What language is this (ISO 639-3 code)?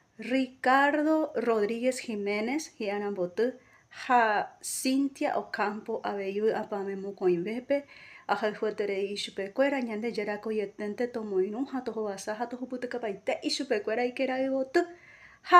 grn